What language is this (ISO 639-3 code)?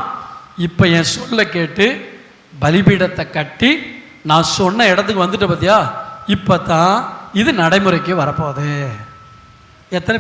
tam